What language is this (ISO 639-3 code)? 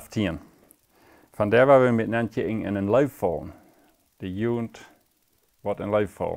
pdt